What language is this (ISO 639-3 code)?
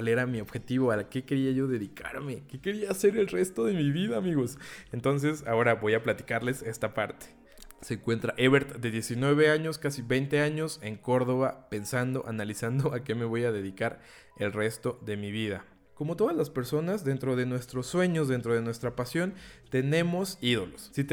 spa